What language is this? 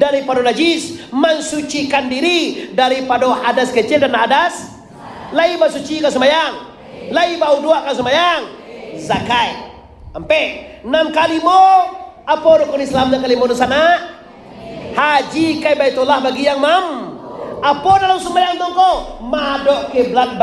Minangkabau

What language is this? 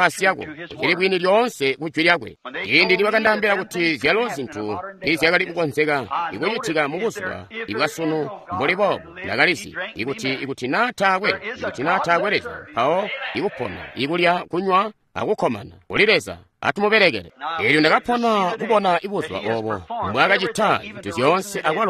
Tonga (Zambia)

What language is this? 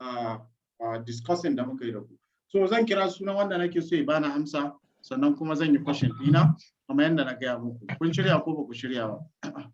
Hausa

